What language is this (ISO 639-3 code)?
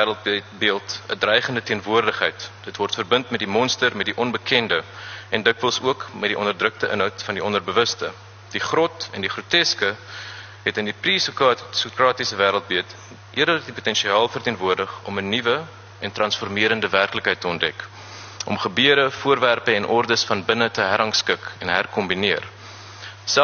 afr